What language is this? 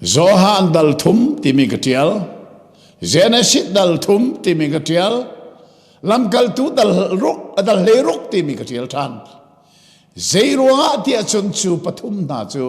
Hakha Chin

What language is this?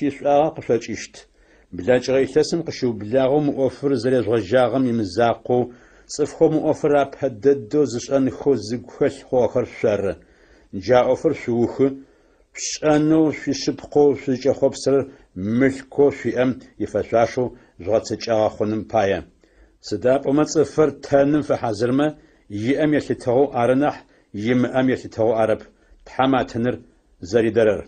Adyghe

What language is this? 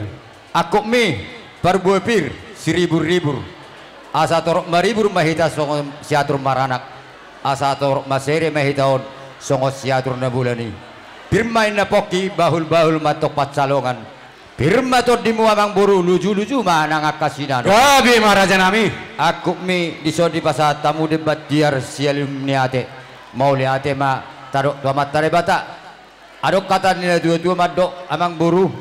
Batak Toba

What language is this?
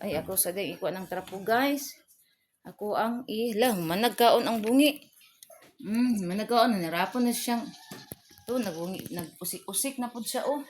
Cebuano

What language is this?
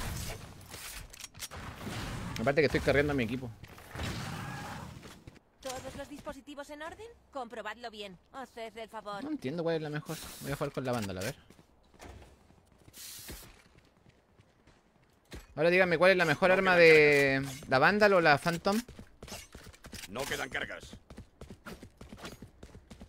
Spanish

